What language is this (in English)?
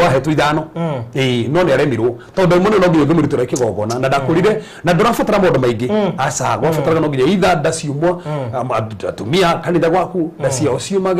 Kikuyu